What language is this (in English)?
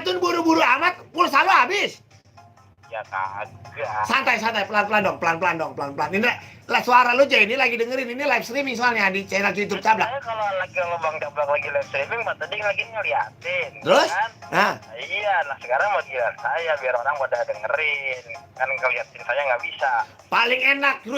Betawi